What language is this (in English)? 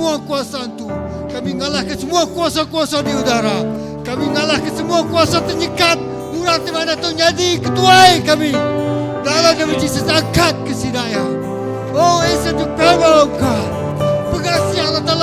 Iban